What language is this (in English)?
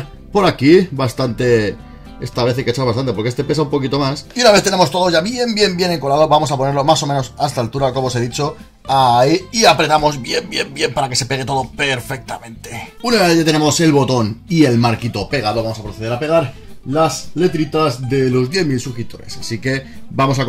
Spanish